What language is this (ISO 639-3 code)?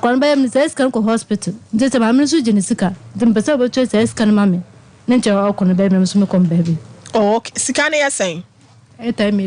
aka